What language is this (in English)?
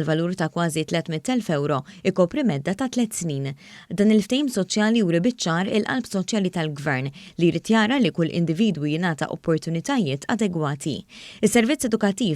Maltese